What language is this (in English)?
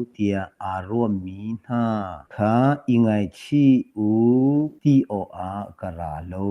Hakha Chin